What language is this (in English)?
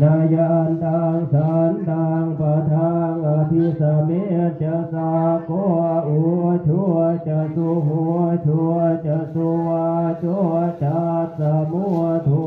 Pali